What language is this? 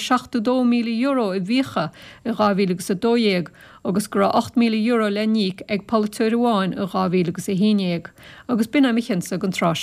Irish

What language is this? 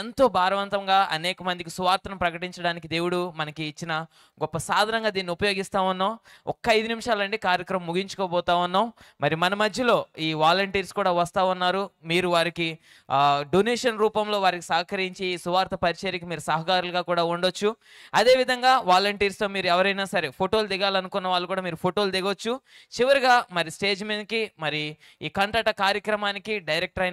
Telugu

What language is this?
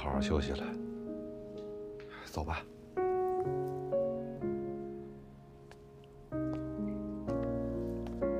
Chinese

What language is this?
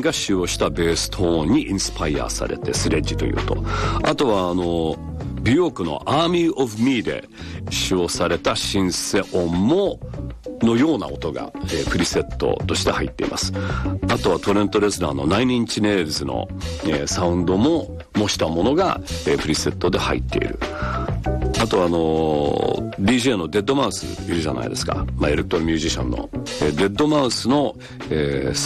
Japanese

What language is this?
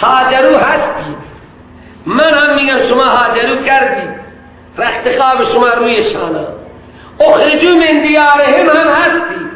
Persian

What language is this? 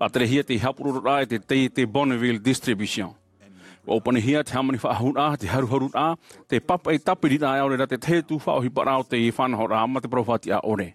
Tahitian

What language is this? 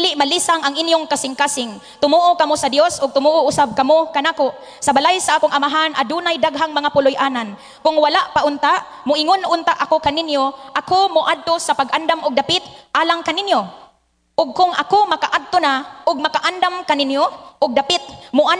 Cebuano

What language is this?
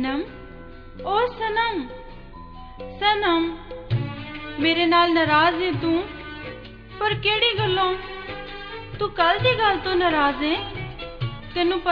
Punjabi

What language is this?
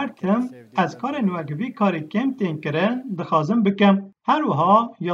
Kurdish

